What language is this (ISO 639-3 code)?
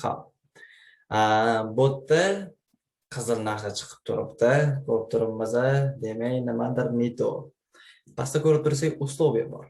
uzb